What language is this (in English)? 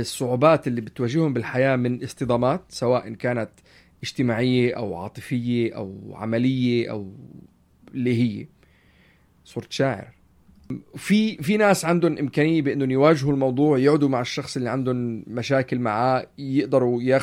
North Levantine Arabic